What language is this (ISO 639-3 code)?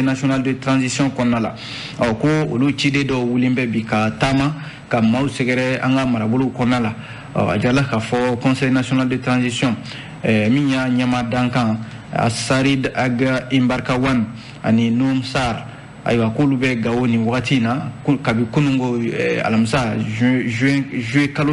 bam